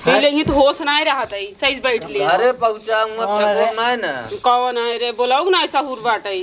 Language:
Awadhi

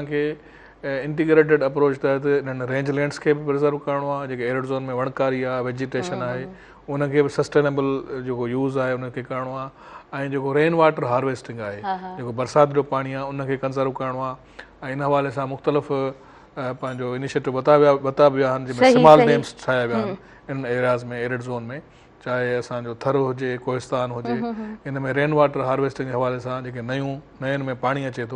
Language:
Sindhi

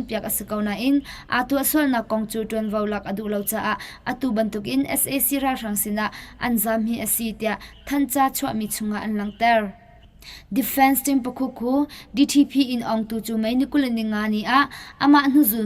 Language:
Hakha Chin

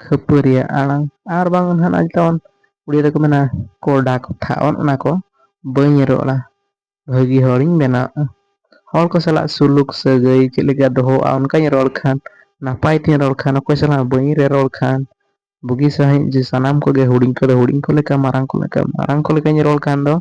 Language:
Santali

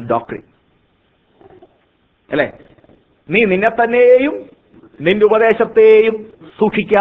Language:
Malayalam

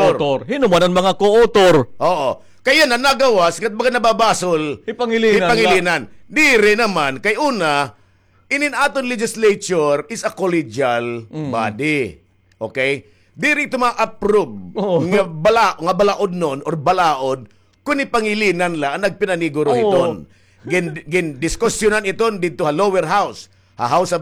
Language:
Waray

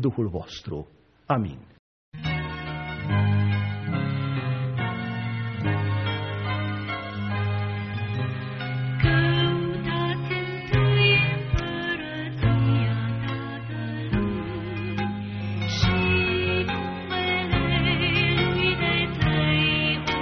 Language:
Romanian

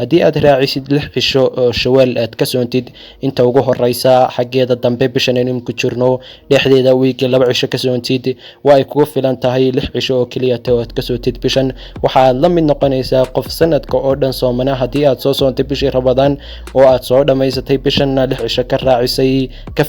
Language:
Somali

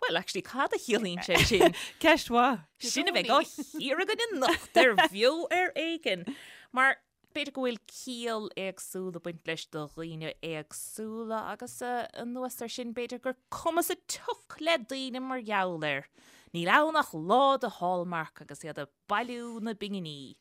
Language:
Irish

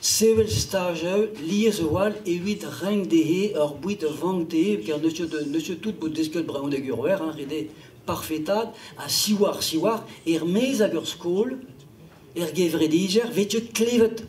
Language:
Breton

